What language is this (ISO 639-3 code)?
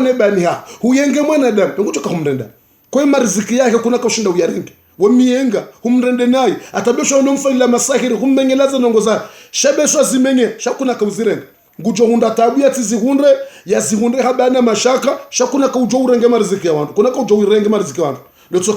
zdj